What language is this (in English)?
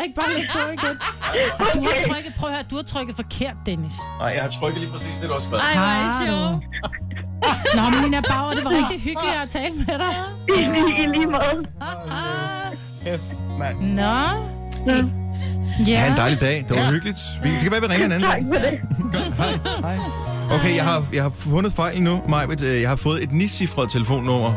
Danish